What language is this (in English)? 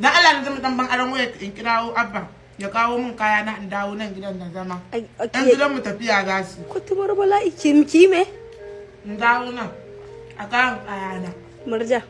Hausa